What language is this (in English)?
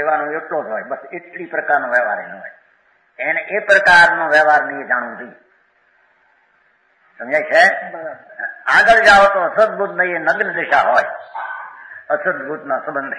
Gujarati